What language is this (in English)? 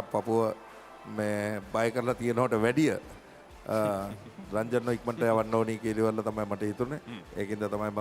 Sinhala